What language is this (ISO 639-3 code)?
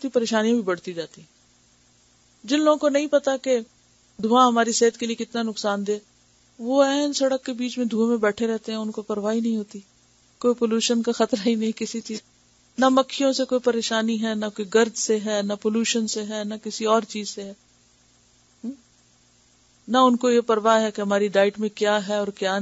urd